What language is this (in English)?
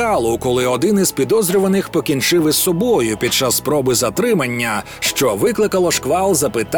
Ukrainian